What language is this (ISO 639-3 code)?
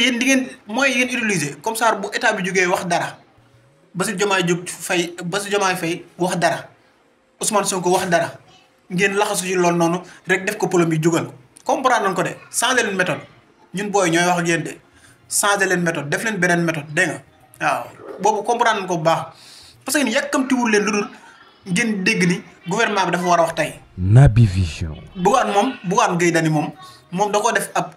wol